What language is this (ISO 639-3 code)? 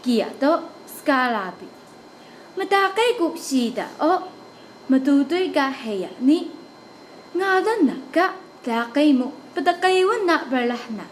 trv